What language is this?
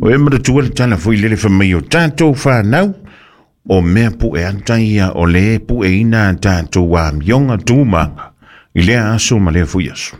Samoan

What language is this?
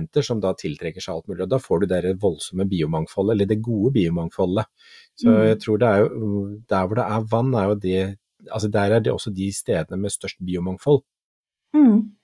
Norwegian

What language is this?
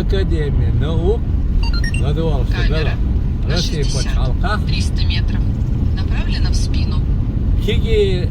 Chechen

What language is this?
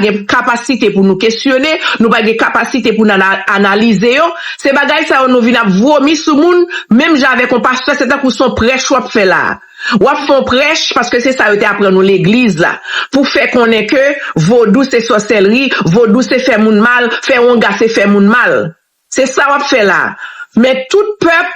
Haitian Creole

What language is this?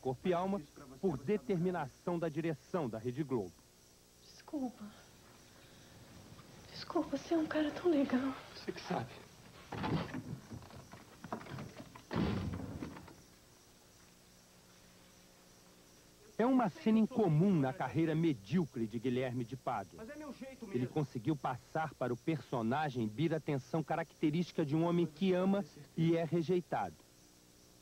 Portuguese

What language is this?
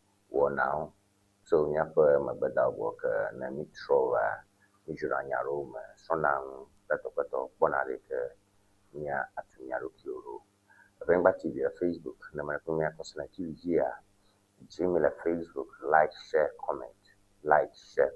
Ewe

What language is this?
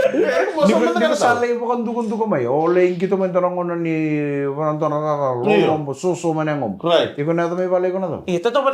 Fijian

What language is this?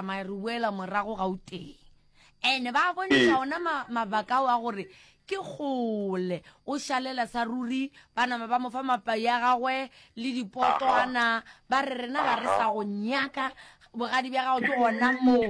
Northern Sotho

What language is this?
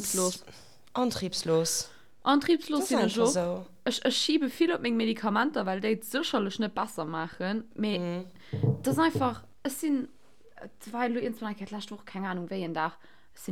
Luxembourgish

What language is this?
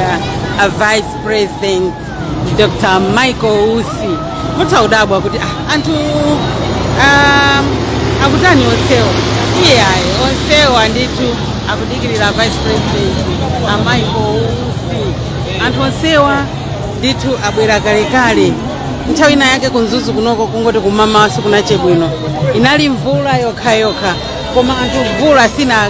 Nyanja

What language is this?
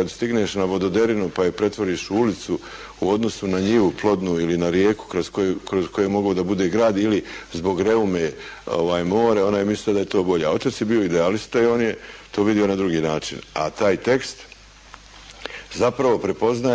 Bosnian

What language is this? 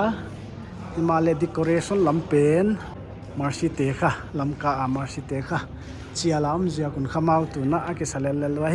Paite Chin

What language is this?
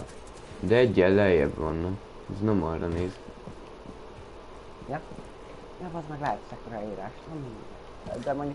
Hungarian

